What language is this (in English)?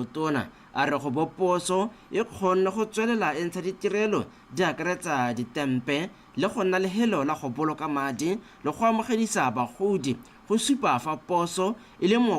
Tswana